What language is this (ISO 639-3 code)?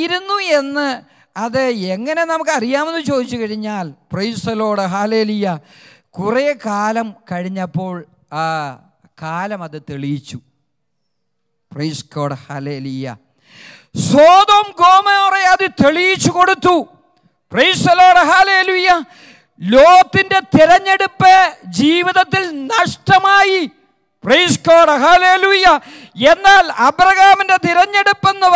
mal